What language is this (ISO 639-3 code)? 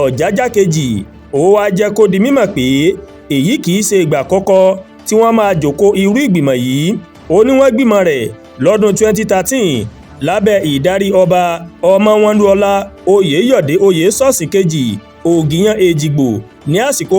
yor